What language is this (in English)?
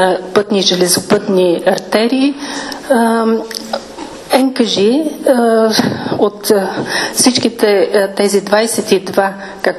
Bulgarian